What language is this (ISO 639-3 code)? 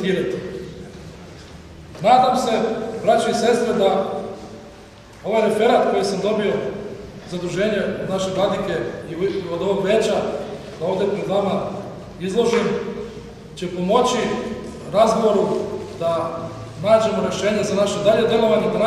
srp